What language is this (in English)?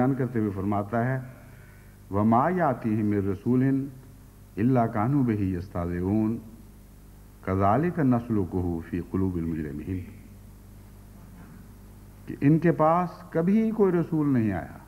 Urdu